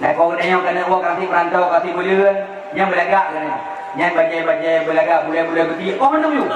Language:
Achinese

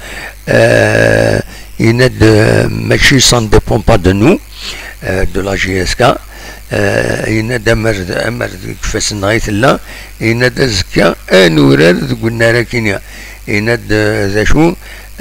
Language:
Kabyle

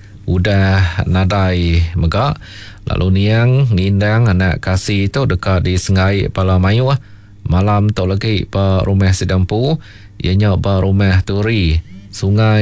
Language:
Iban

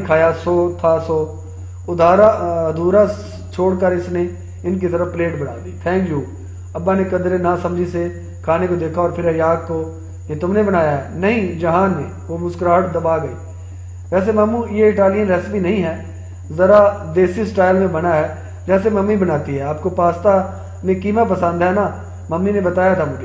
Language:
Urdu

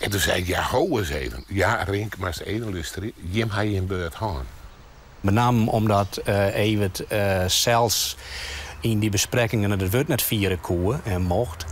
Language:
Western Frisian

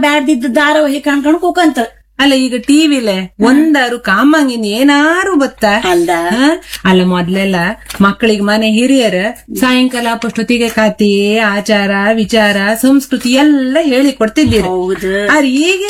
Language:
Kannada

